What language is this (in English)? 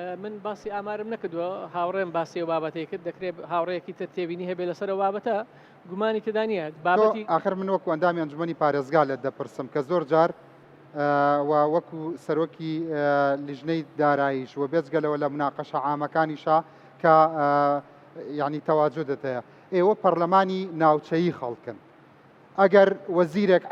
Central Kurdish